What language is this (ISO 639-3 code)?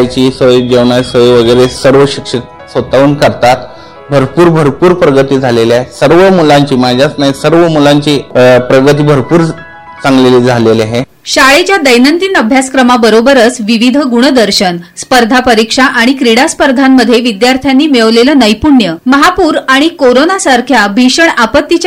mar